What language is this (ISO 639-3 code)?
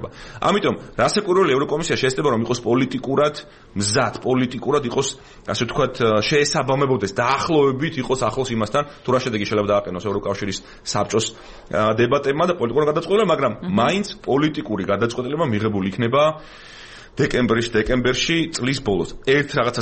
kat